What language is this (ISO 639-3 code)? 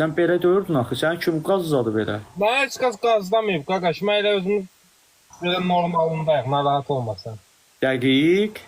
aze